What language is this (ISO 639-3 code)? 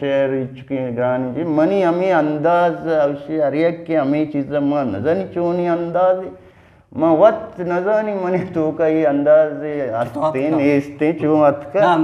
bgp